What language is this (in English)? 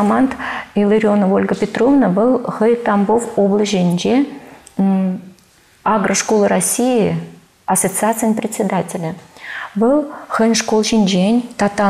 Chuvash